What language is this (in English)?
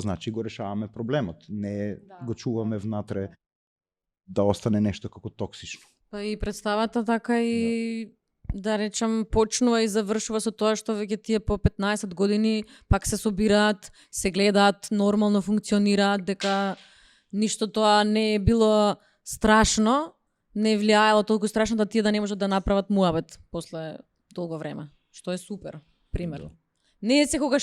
Macedonian